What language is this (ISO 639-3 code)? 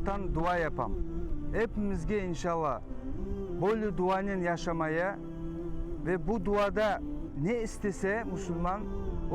crh